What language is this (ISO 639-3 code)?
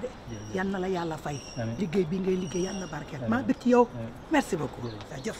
wol